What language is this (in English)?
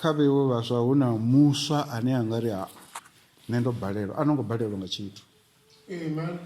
Venda